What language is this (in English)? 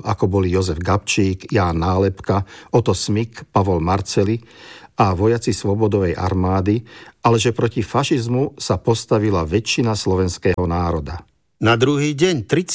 Slovak